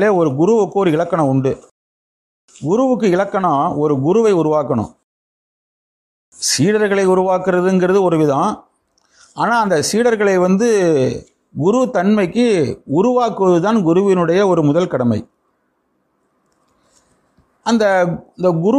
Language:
Tamil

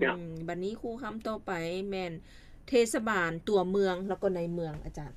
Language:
Lao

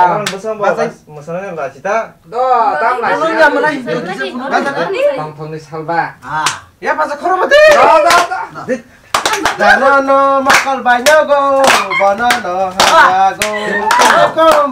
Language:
Kok Borok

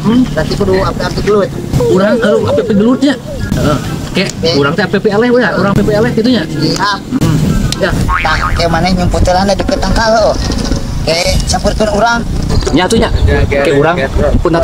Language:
Sundanese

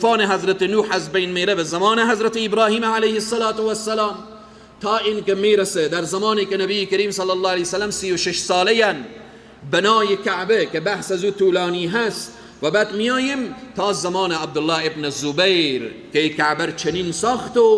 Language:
Persian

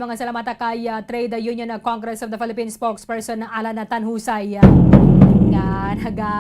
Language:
Hiligaynon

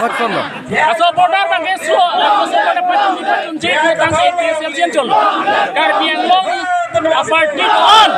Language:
Karbi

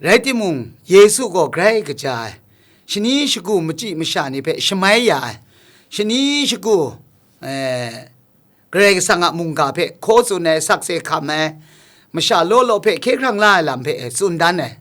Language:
Kachin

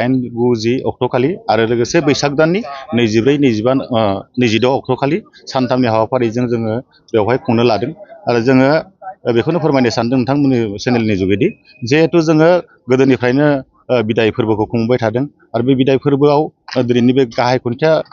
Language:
Bodo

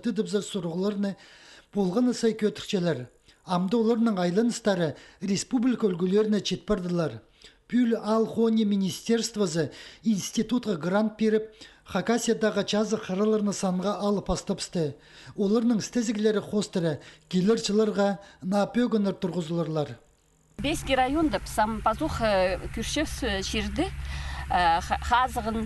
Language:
Khakas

